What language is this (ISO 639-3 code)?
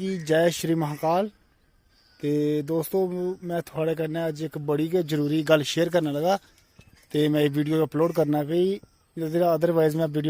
doi